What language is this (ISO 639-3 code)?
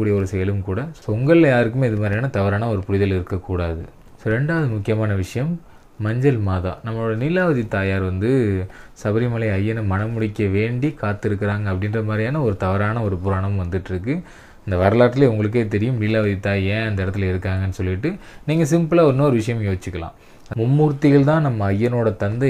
tam